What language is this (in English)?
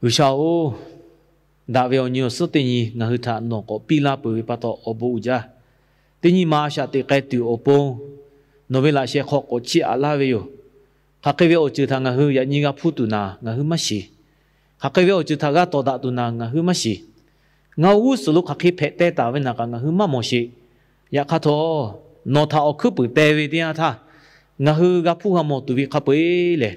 Lahu